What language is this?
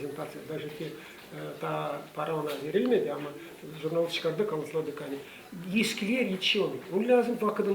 Gagauz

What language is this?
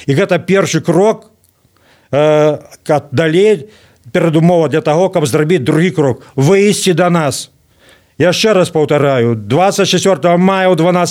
Belarusian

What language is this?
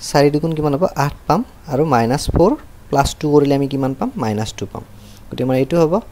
Assamese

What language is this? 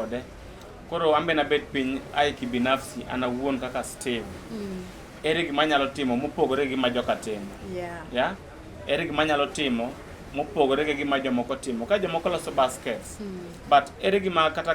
Luo (Kenya and Tanzania)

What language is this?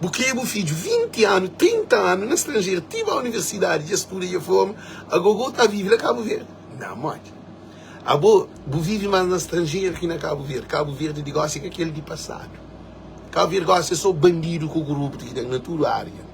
Kabuverdianu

